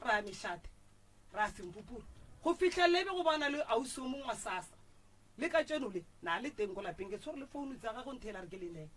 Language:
Northern Sotho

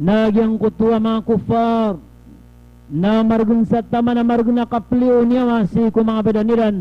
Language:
Maranao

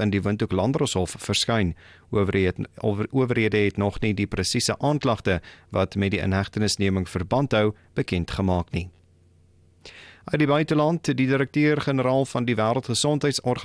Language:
Afrikaans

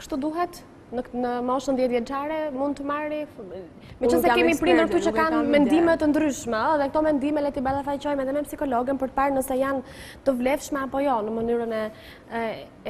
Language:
Albanian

